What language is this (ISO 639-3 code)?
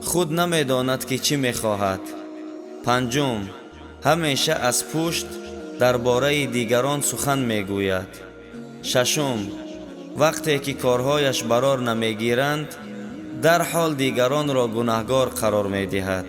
tgk